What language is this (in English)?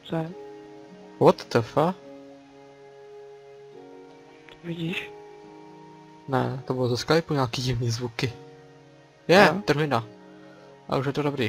Czech